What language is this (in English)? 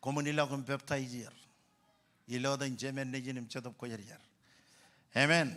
Marshallese